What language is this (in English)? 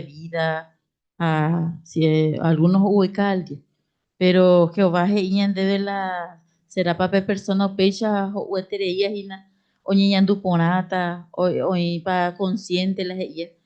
Guarani